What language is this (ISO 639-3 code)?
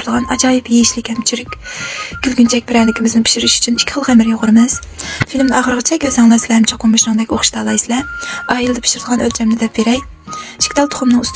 uig